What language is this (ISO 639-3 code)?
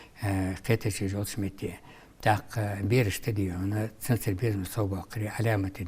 inh